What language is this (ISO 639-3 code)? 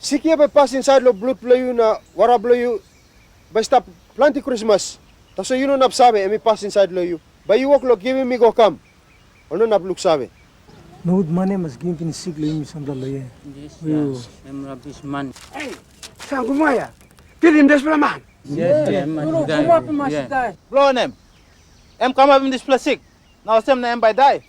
tpi